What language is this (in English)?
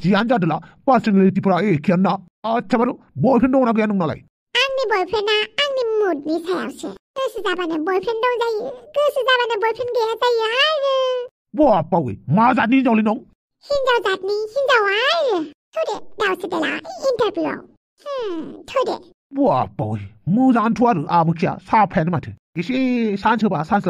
Bodo